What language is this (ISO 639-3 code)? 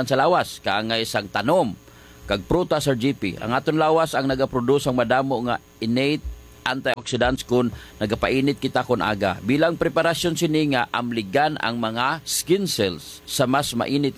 hil